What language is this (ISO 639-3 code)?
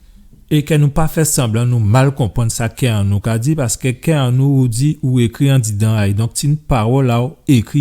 gcf